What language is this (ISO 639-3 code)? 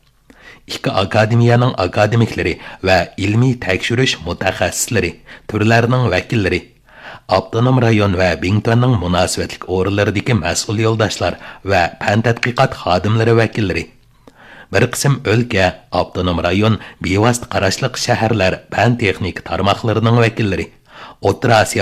uig